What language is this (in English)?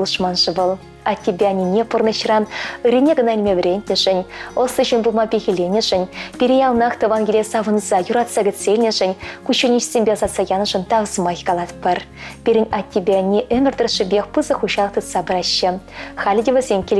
Chuvash